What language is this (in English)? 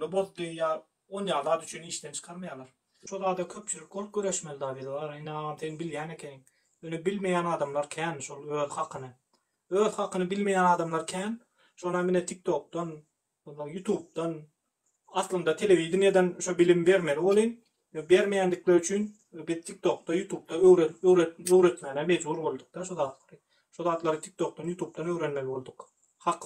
Turkmen